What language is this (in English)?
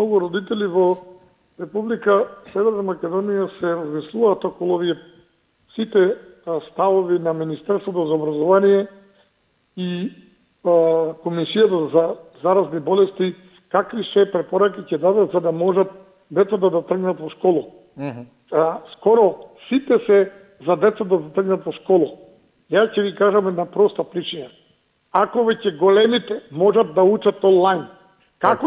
Macedonian